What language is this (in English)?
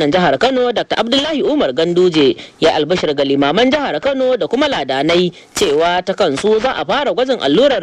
Hausa